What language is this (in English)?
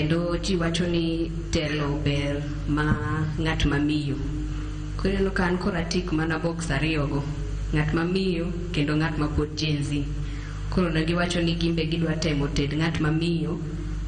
Luo (Kenya and Tanzania)